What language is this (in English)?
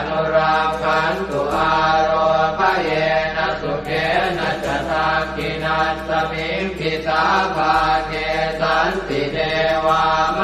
Pali